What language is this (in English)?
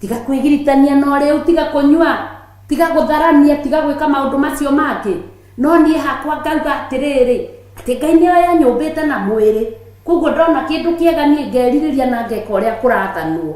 Kikuyu